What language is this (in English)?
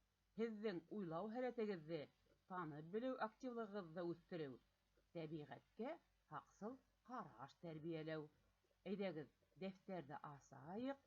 Bashkir